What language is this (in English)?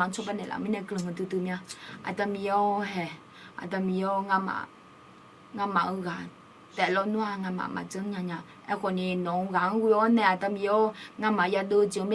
Akha